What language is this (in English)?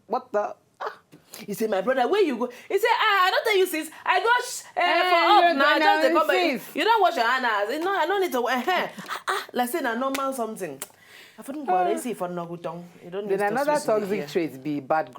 Nigerian Pidgin